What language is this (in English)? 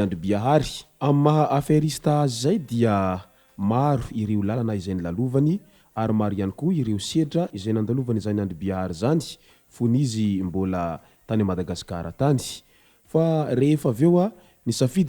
Malagasy